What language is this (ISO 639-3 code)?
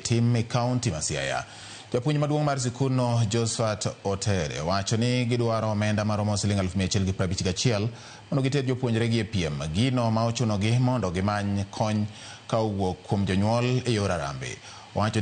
luo